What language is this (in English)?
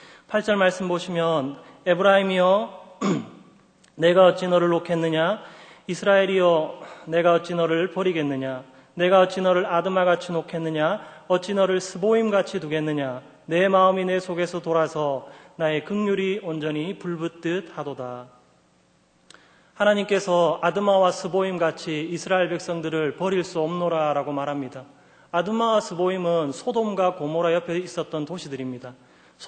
Korean